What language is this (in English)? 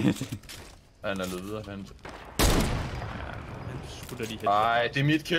Danish